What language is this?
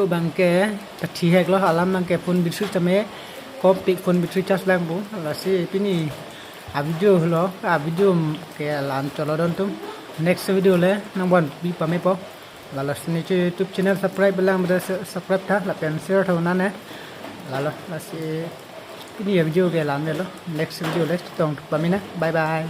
Karbi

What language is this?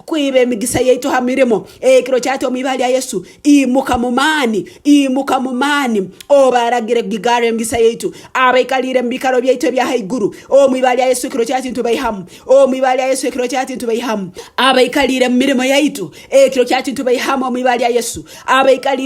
Nyoro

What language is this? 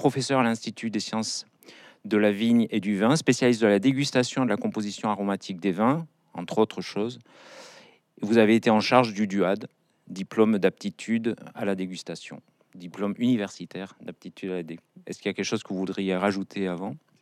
French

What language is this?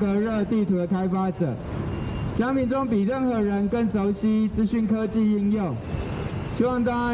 Chinese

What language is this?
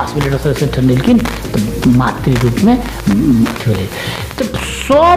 Maithili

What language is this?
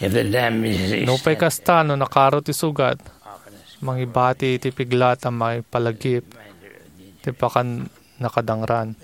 Iloko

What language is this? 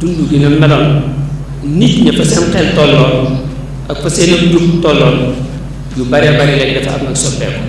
Wolof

